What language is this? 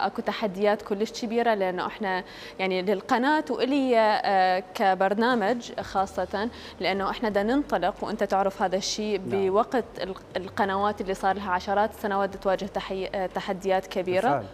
Mesopotamian Arabic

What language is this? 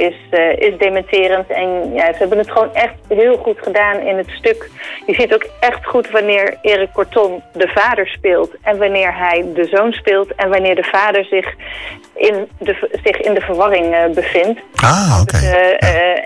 Dutch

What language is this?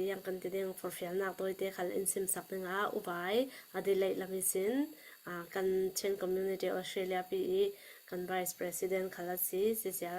Hakha Chin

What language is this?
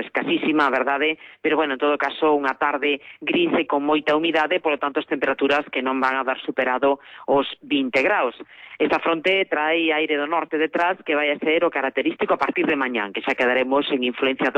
Galician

